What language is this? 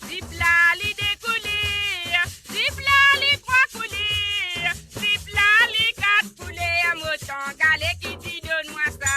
Morisyen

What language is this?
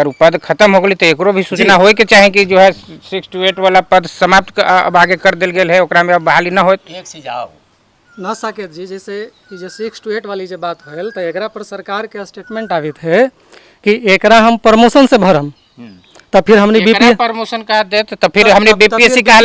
Magahi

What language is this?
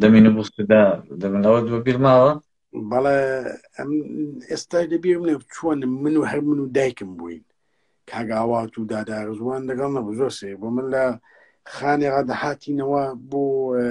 Central Kurdish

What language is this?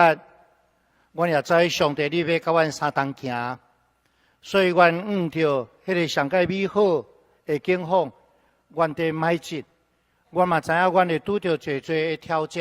Min Nan Chinese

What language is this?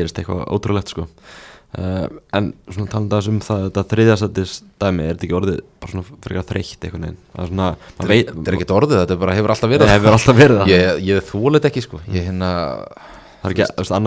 Icelandic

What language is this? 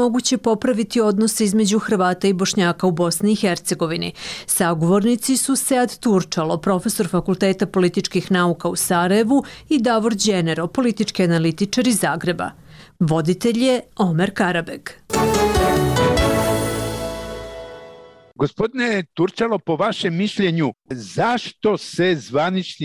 Bosnian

